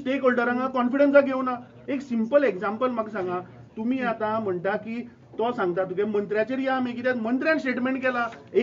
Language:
Konkani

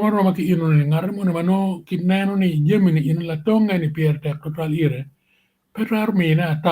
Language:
Acoli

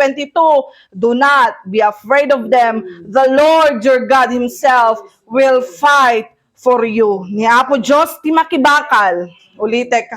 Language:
Iloko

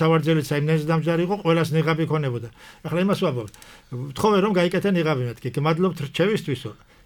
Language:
Georgian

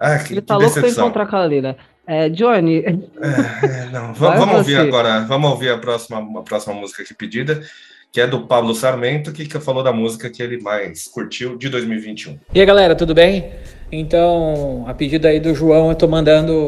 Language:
Portuguese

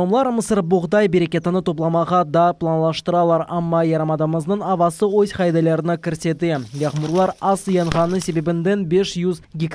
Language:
Crimean Tatar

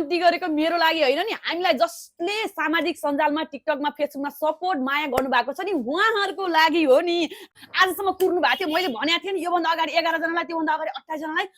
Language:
Nepali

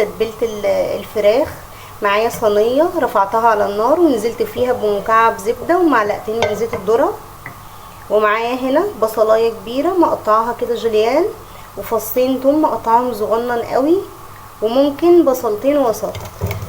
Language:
Egyptian Arabic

